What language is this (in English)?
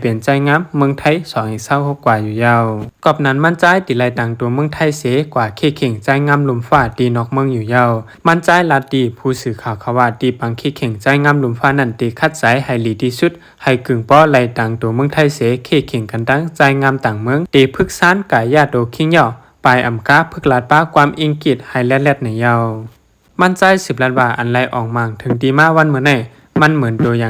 Shan